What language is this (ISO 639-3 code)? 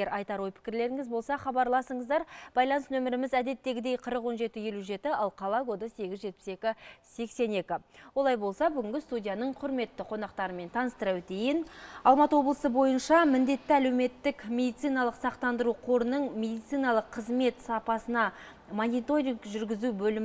kaz